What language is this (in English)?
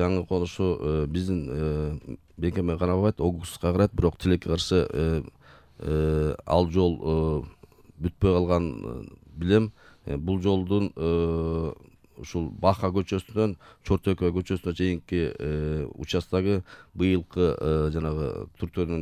Kyrgyz